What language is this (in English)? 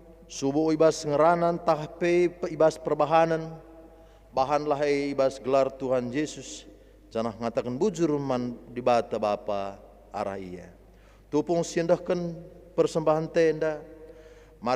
Batak Karo